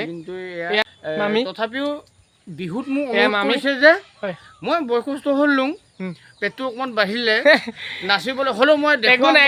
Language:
Assamese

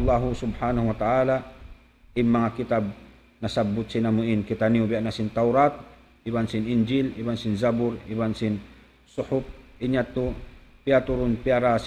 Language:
Tausug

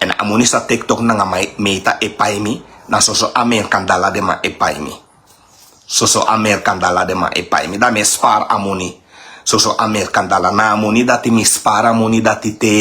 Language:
Sranan Tongo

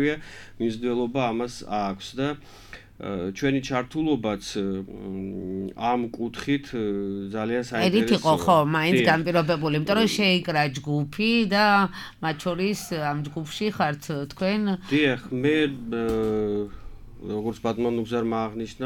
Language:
Georgian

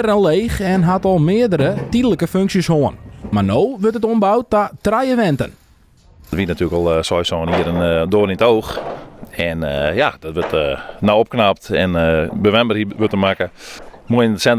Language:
Western Frisian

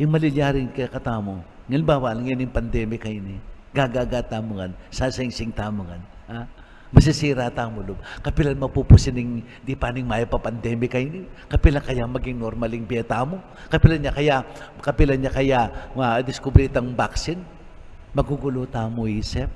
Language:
Pampanga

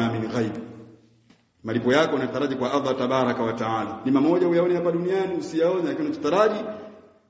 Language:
Swahili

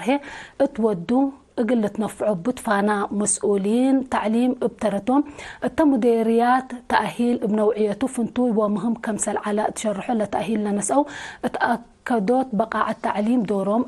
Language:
Tigre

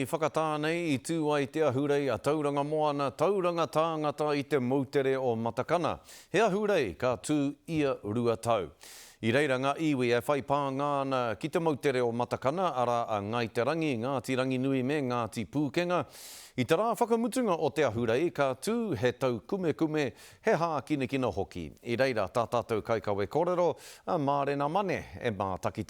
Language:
Māori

